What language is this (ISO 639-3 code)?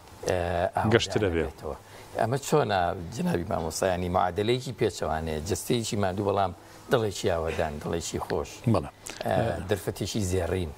ckb